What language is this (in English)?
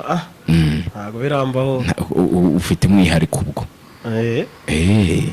Kinyarwanda